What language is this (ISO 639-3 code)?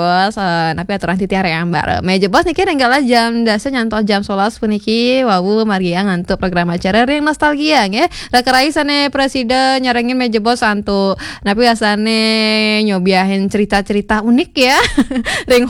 ban